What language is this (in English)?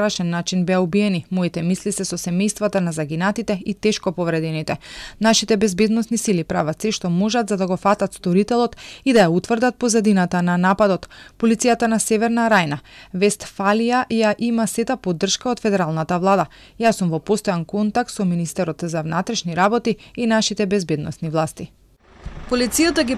Macedonian